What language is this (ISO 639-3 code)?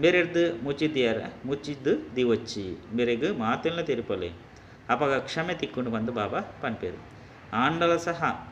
tcy